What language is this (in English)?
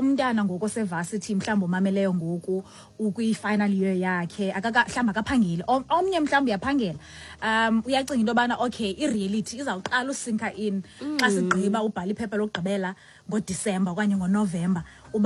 Xhosa